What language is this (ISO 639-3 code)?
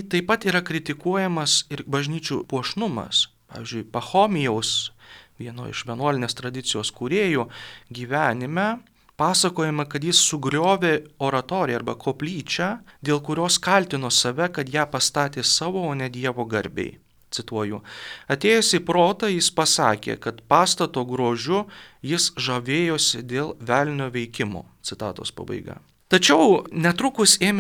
lit